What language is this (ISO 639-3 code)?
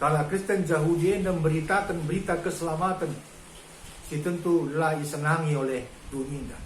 btx